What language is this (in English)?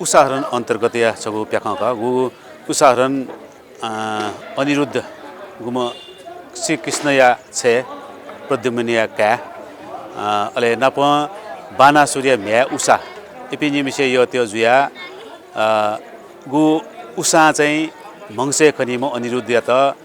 Newari